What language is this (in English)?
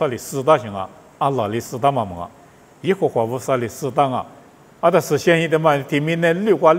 Lisu